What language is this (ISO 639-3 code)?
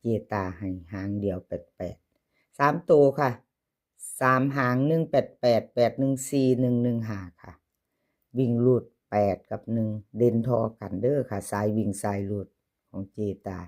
lao